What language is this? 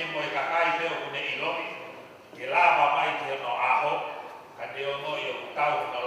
Tongan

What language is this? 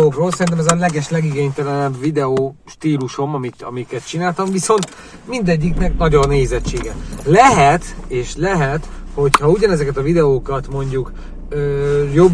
Hungarian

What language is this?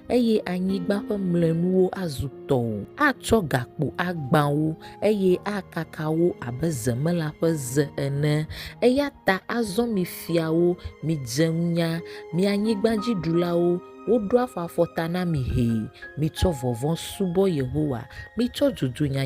Ewe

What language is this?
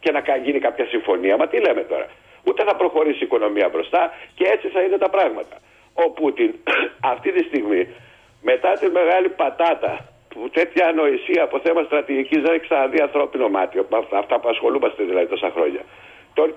Greek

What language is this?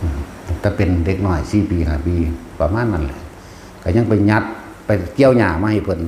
Northeastern Thai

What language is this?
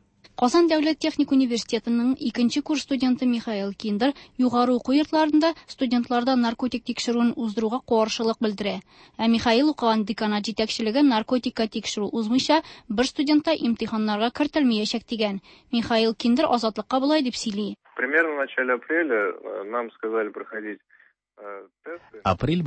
Tatar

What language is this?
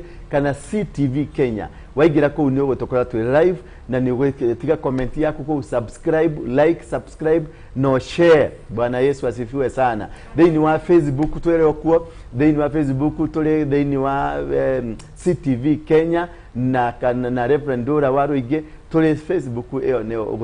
Kikuyu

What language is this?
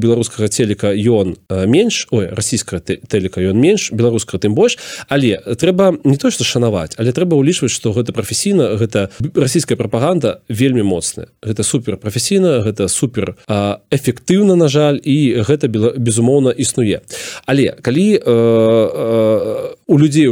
Belarusian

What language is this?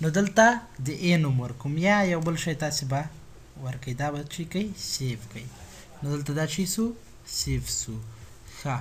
Pashto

